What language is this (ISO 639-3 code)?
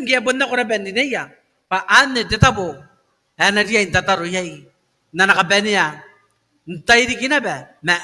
gil